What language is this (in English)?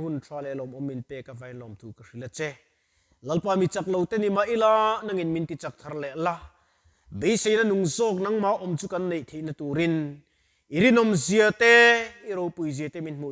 Mizo